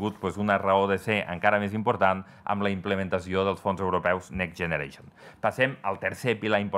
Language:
Catalan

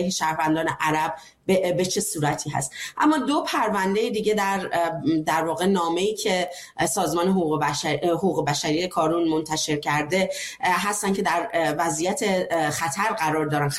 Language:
Persian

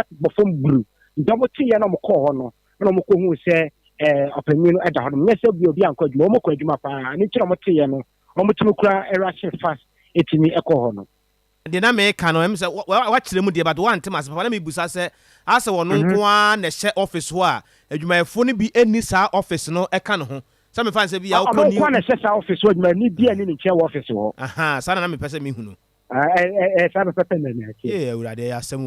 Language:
Akan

